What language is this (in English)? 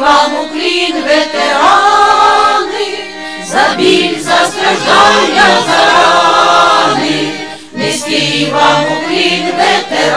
Ukrainian